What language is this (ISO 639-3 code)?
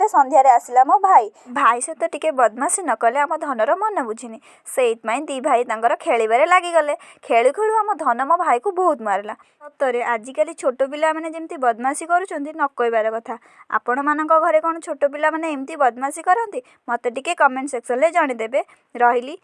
ori